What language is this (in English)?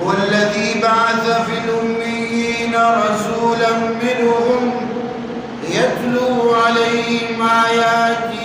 Eastern Balochi